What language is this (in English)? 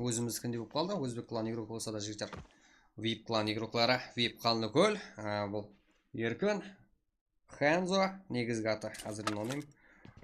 Kara-Kalpak